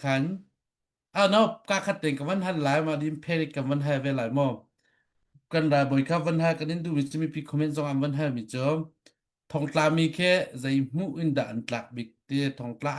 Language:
Hakha Chin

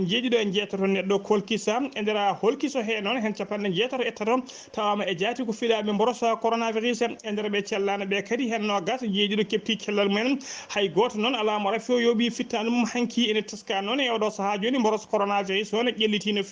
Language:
Fula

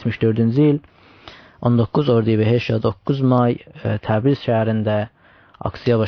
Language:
South Azerbaijani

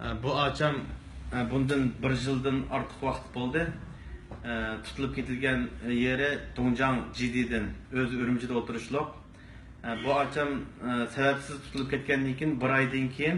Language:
Uyghur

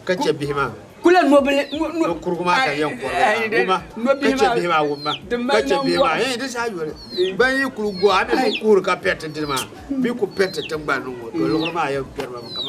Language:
Dagbani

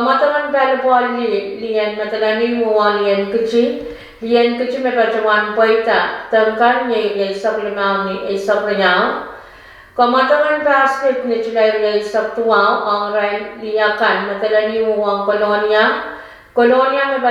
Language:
Pohnpeian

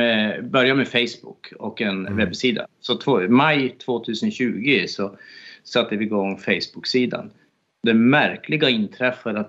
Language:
Swedish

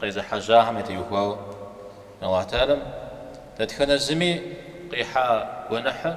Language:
Kabardian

